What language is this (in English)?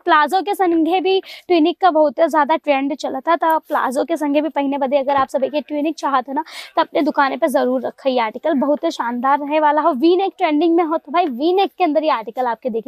Bhojpuri